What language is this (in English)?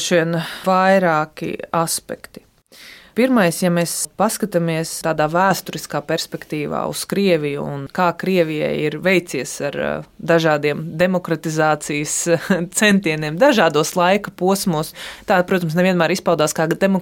Latvian